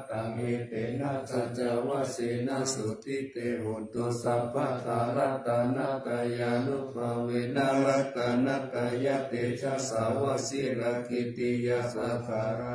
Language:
Pali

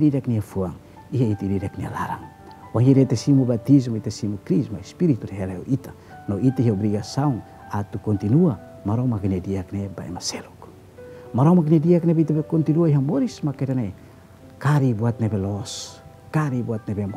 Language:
Tetum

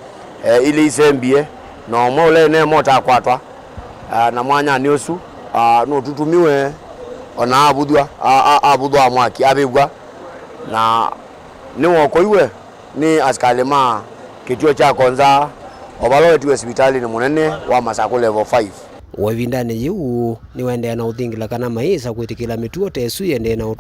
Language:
Kamba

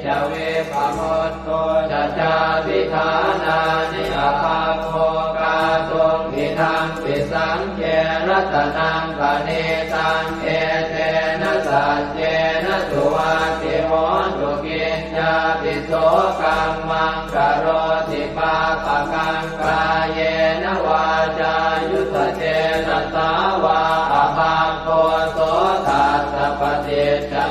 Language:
Pali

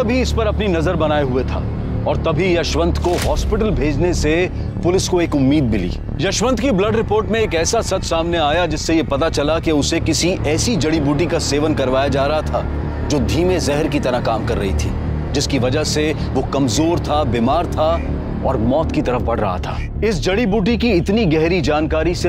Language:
Hindi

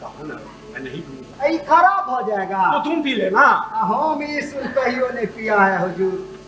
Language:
Maithili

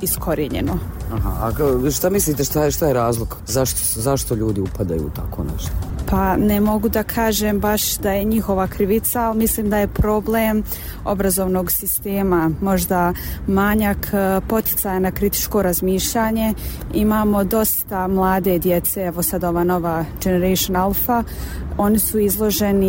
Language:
Bosnian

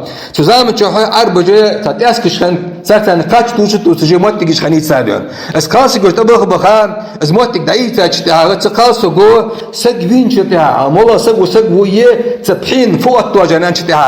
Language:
Ingush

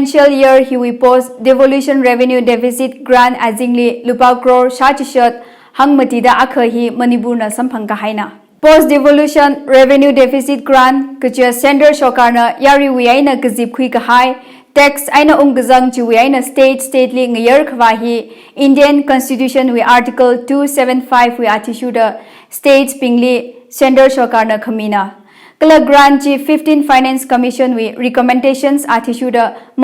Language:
Tangkhul Naga (India)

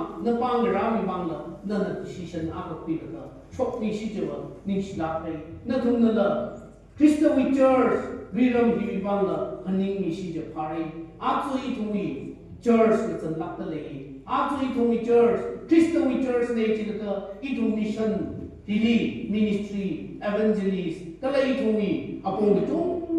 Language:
Tangkhul Naga (India)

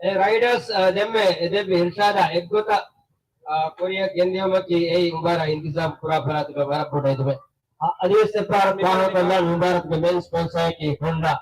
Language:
Divehi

